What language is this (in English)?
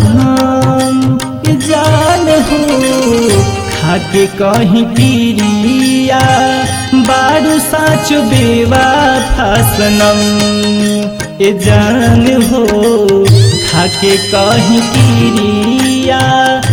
Bhojpuri